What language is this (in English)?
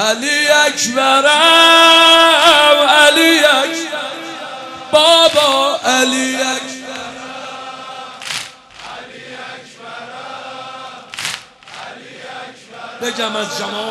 Persian